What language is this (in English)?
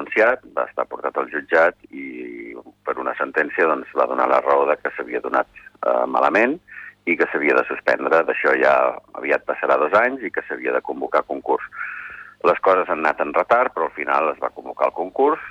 Catalan